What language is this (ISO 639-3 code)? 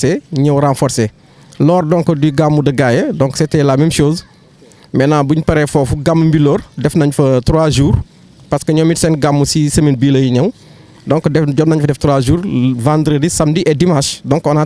wol